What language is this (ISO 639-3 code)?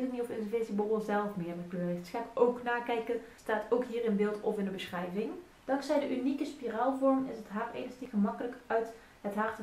nld